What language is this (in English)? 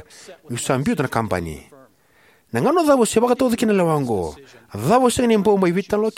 Fijian